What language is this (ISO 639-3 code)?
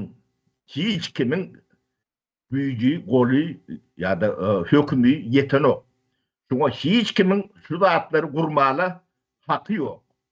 tuk